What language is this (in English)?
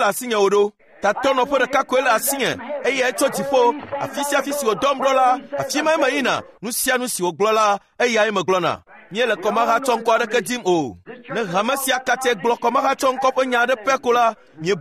Ewe